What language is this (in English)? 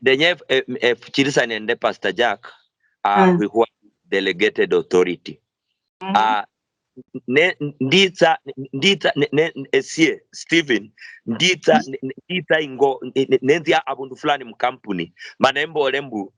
Luyia